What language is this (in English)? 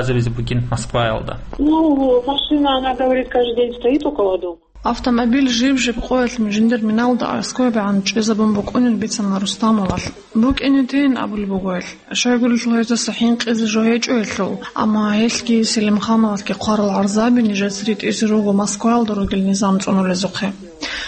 Avaric